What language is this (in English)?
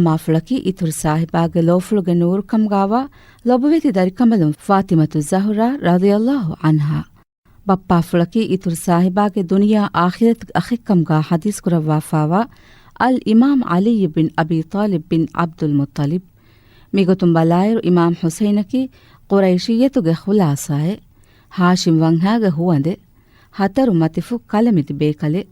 Divehi